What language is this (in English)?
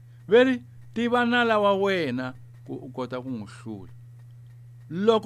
Tsonga